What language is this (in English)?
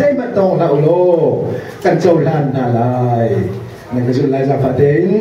Hakha Chin